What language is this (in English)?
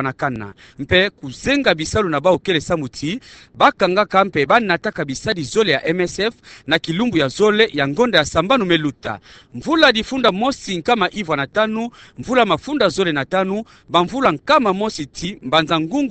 Kituba (Democratic Republic of Congo)